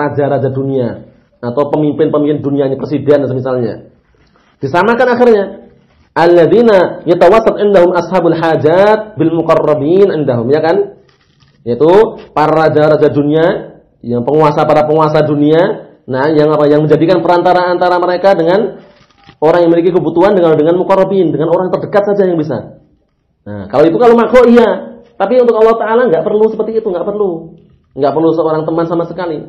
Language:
Indonesian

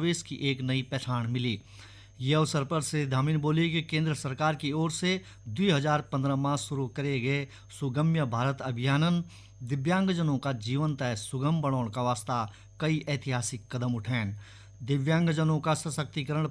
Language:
Garhwali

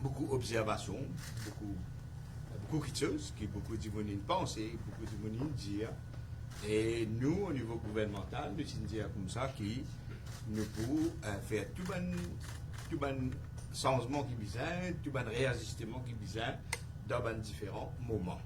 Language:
Morisyen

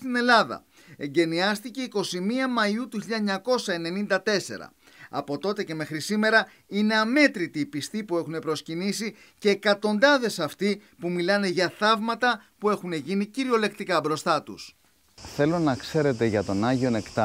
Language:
Greek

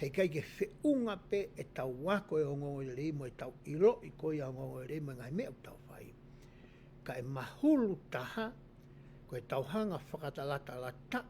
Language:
Tongan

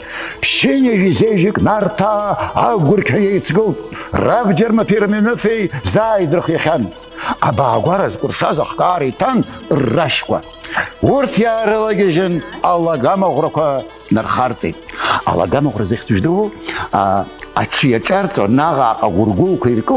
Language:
Abkhazian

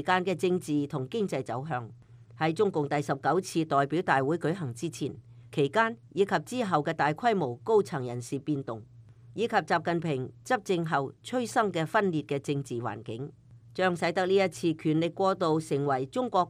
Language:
Cantonese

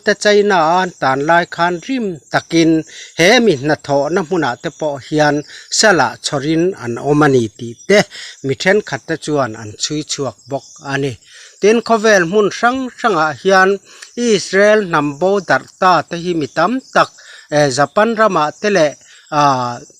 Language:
Mizo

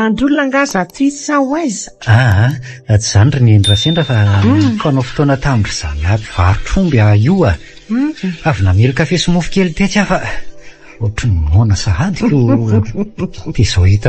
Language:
Malagasy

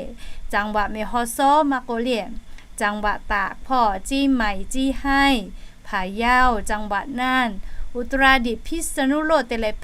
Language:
Lahu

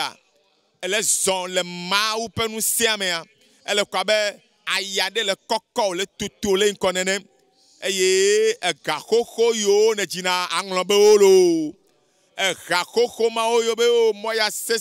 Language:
Ewe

